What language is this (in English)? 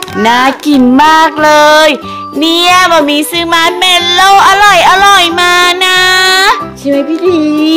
Thai